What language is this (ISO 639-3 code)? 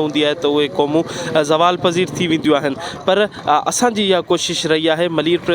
snd